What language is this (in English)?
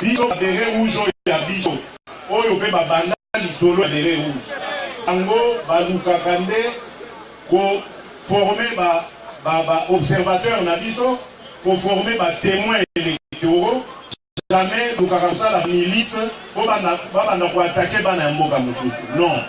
Lingala